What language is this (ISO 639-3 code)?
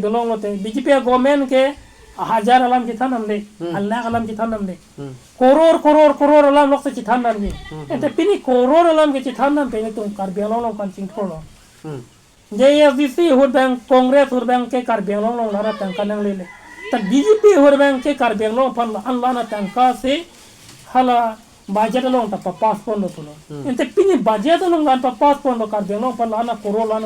mjw